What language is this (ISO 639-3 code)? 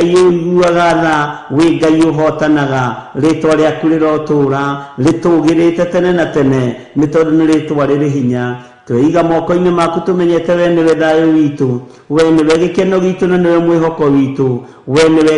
kik